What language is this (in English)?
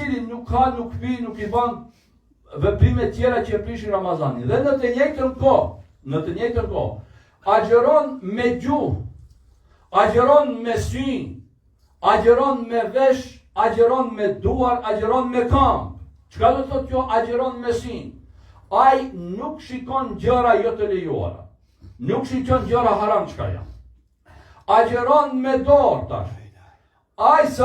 Albanian